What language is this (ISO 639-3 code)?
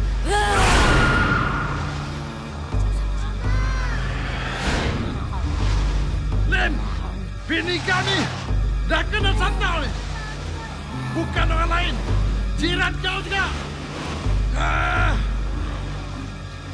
msa